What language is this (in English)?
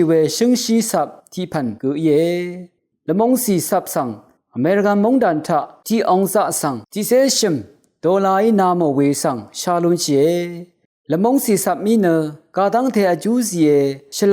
Rawang